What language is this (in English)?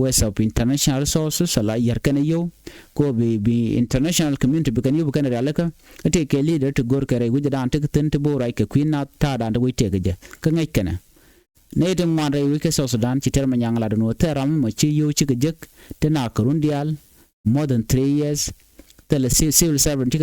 Nuer